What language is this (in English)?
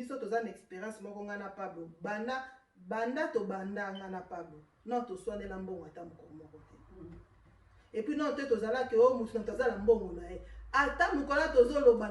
Lingala